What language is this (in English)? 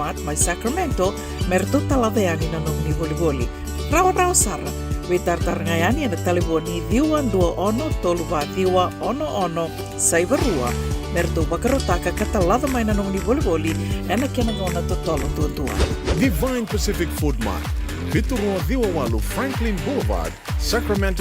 Fijian